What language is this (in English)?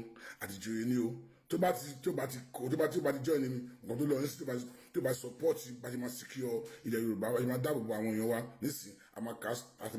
Yoruba